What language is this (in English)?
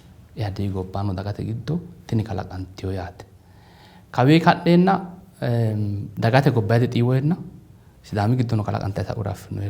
Sidamo